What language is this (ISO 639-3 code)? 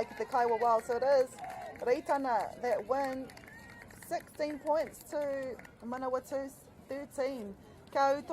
mri